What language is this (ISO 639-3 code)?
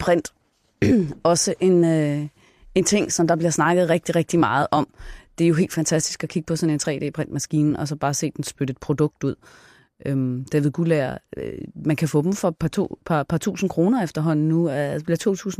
dan